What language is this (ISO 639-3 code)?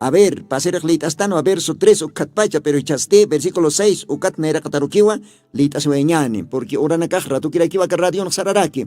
aym